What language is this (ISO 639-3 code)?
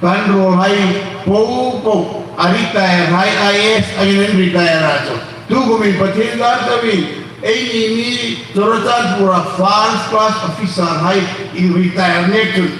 hmr